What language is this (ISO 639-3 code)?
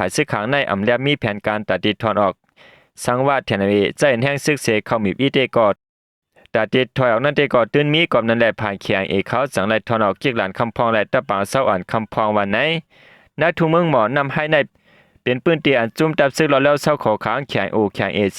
shn